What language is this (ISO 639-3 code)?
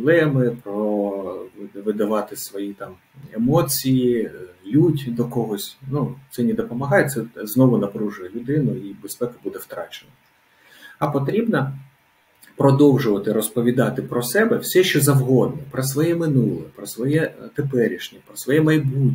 ukr